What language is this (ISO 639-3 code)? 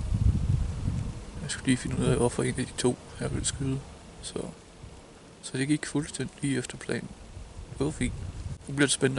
dan